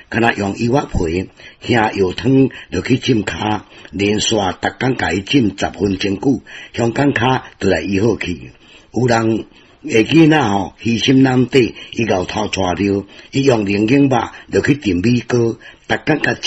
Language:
Min Nan Chinese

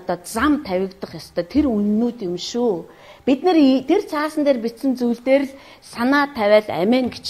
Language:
Mongolian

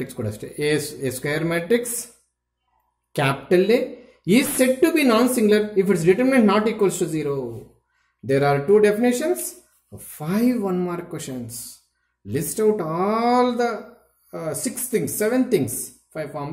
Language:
Kannada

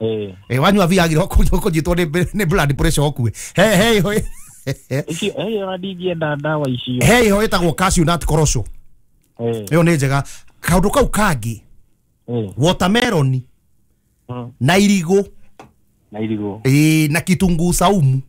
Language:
Kikuyu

